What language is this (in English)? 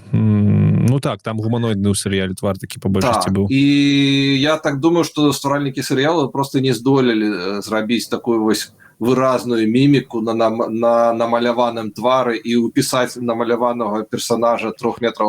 Belarusian